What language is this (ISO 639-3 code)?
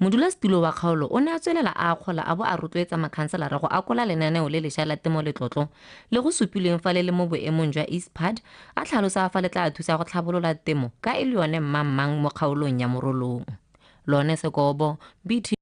tsn